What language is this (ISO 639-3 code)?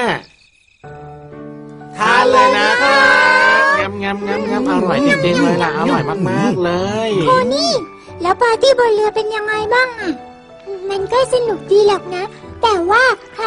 tha